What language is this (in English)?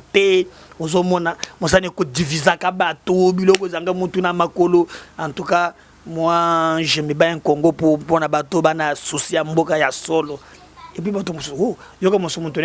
Lingala